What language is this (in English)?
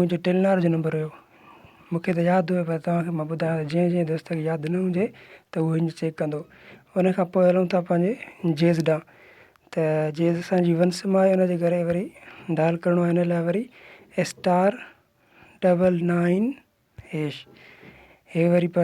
Sindhi